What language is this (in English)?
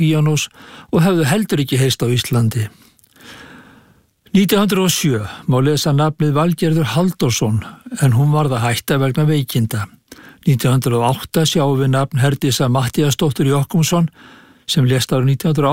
Icelandic